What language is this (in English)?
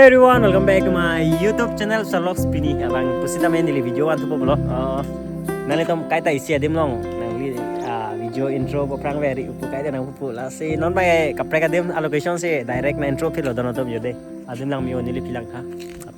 Karbi